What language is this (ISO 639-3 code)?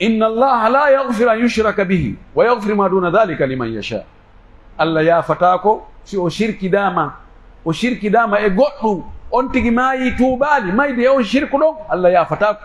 fuf